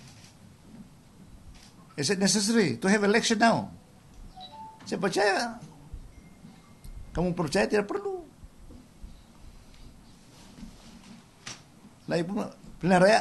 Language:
Malay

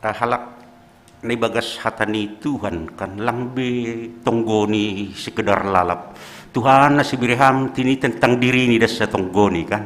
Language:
Batak Simalungun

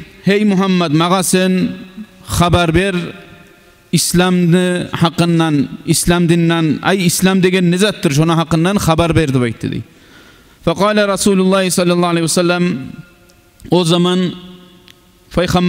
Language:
Kumyk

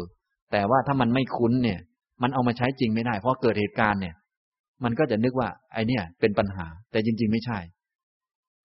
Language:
Thai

